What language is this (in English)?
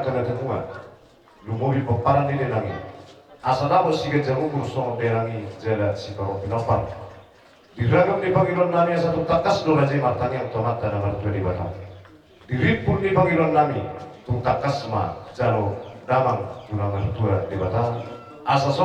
Batak Toba